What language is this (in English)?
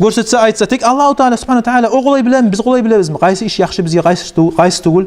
Kumyk